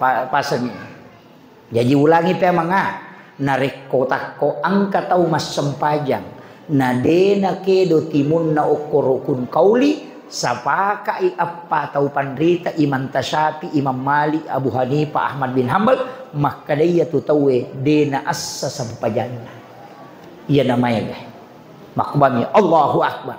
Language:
Buginese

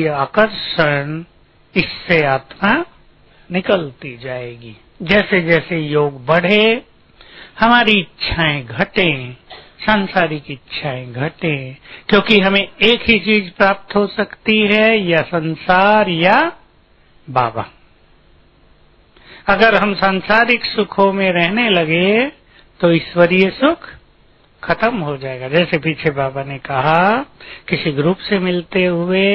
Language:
Hindi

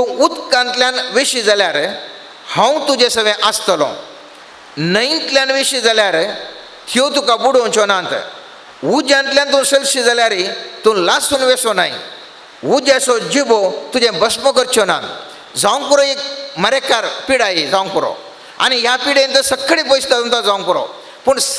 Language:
Konkani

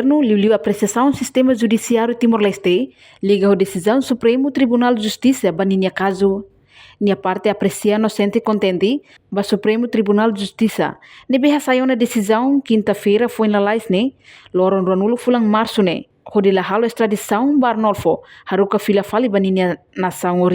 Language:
Tetum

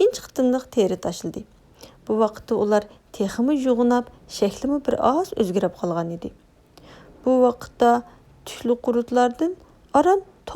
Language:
Uyghur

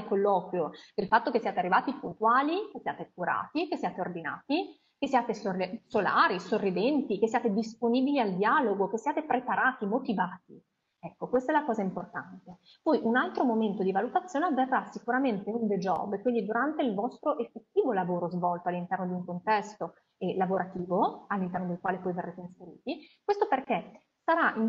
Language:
Italian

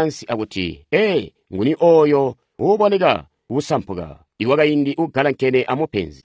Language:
Tonga (Zambia)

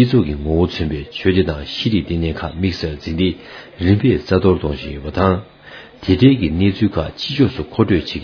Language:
Tibetan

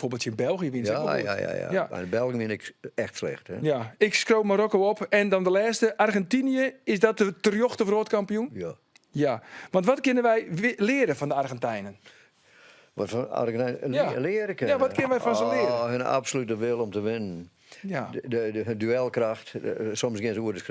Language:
Western Frisian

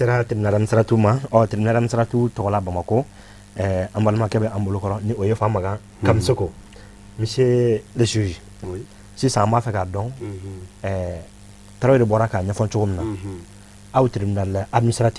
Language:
Bambara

